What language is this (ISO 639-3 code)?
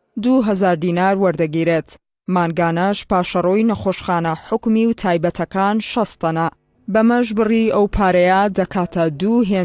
ckb